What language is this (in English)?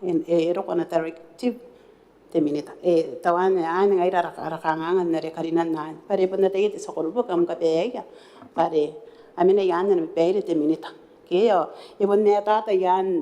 Gilbertese